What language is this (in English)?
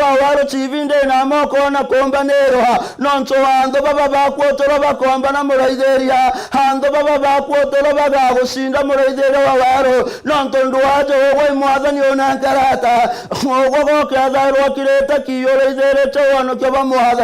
Meru